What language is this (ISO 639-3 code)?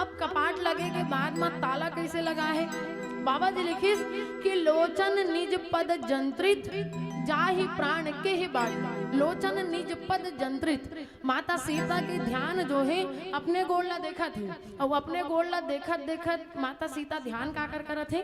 hne